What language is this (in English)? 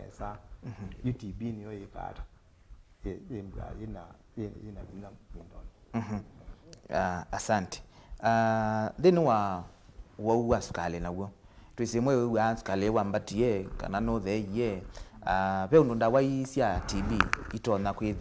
Kamba